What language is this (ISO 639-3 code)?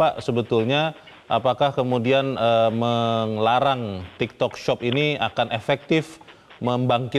ind